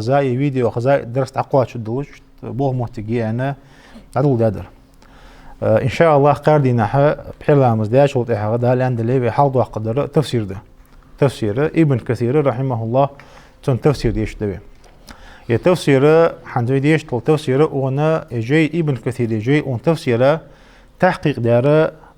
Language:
Ingush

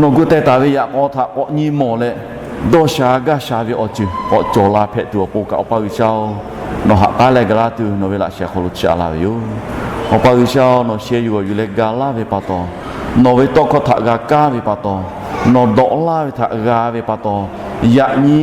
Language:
Lahu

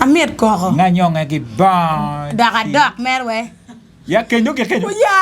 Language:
Acoli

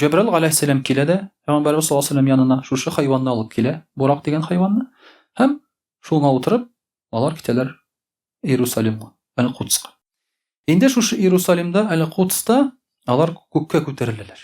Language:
Tatar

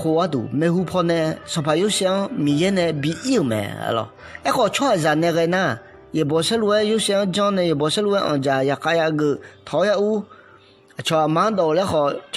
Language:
Akha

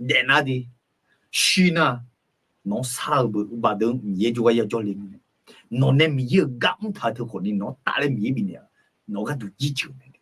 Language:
Akha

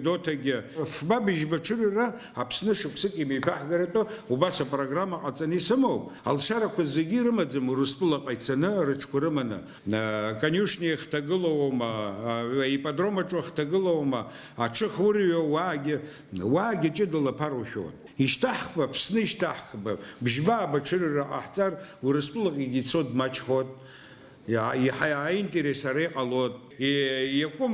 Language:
Abkhazian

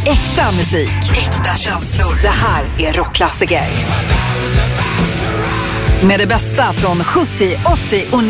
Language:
Swedish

